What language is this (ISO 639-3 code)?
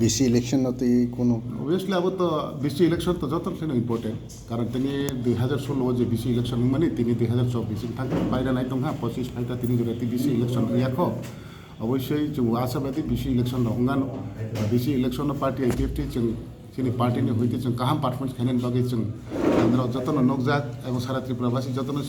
trp